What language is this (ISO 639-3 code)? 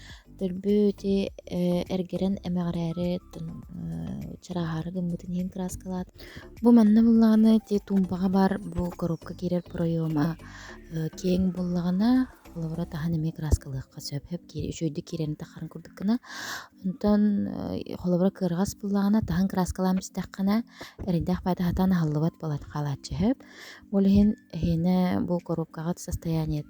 sah